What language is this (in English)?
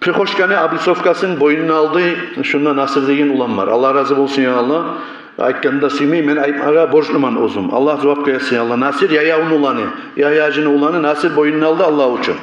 Kumyk